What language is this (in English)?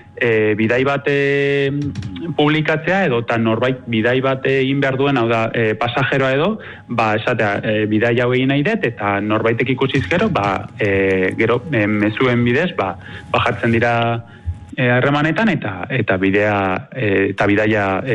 Basque